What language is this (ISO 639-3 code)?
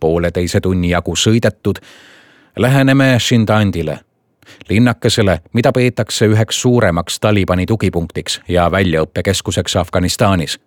est